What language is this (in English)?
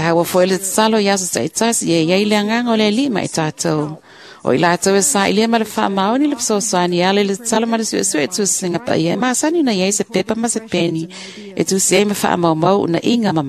Samoan